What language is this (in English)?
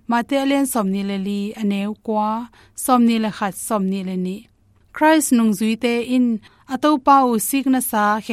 Tedim Chin